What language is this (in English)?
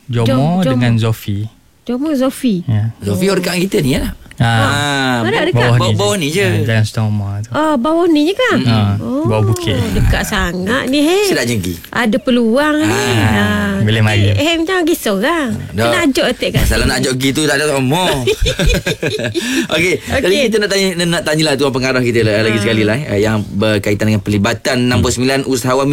Malay